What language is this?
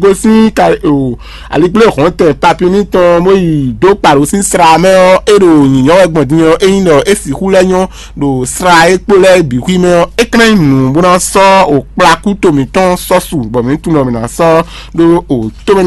Fon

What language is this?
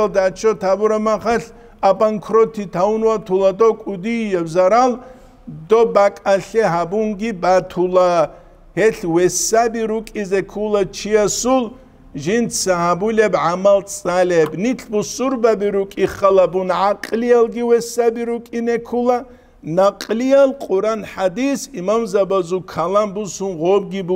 Avaric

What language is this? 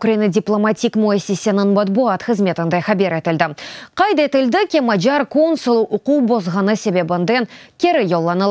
Crimean Tatar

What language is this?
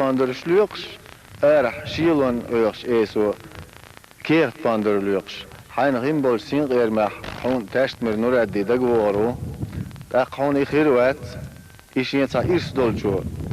Chechen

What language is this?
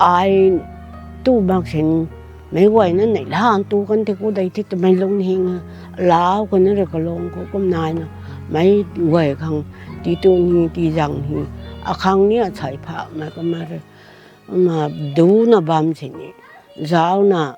Rongmei Naga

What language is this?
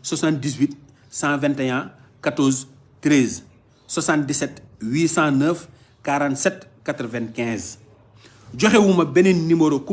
Wolof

